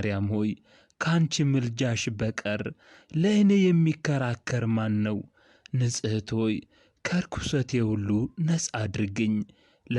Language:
Amharic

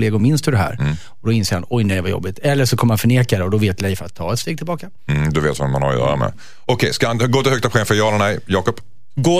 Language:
Swedish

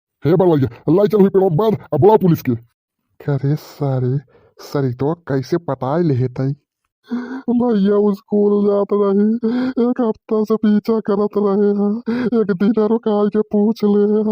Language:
Bhojpuri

